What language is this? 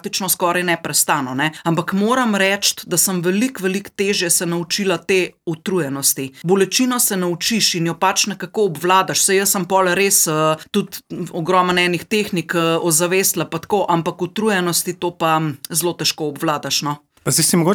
Slovenian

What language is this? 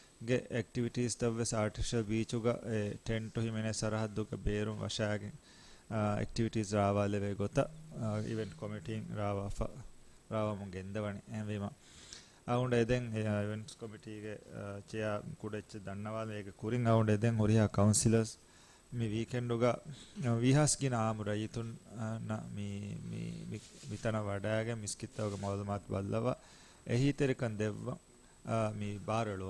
Divehi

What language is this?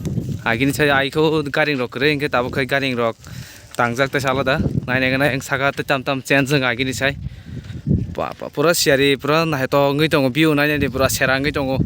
Kok Borok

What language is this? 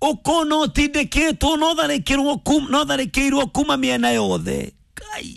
Kikuyu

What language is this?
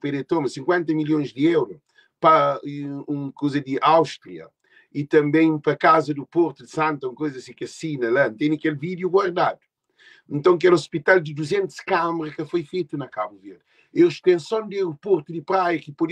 Kabuverdianu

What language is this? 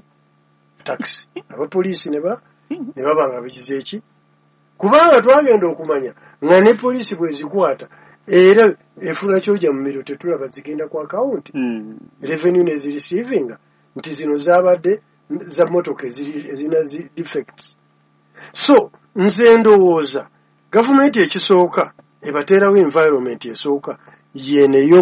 Ganda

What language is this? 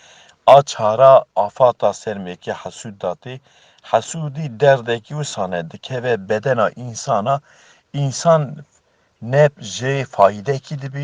Kurdish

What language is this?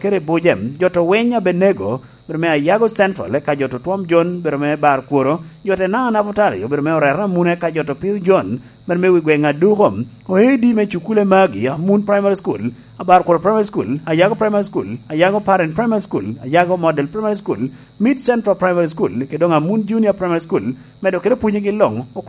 Lango (Uganda)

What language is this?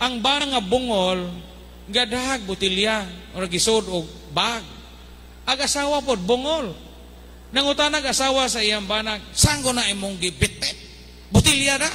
Cebuano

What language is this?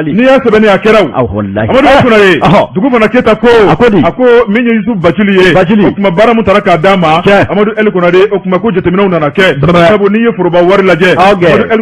Bambara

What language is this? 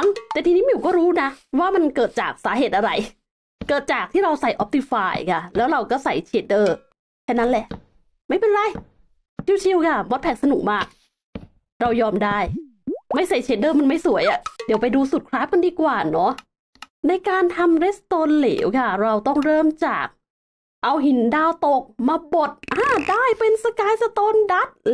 Thai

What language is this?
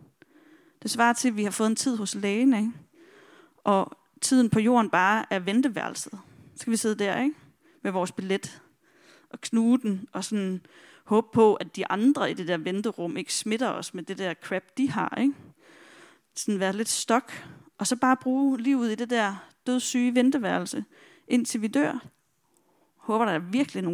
Danish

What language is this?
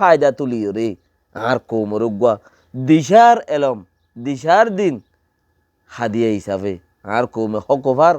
Rohingya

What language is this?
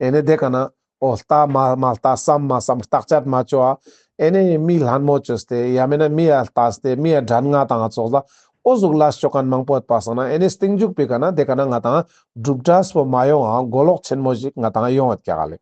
Ladakhi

